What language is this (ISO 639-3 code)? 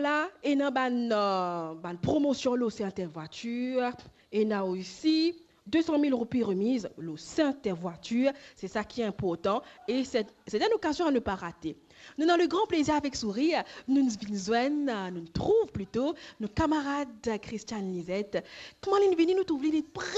mfe